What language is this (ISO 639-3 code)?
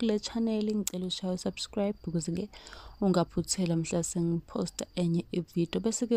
zul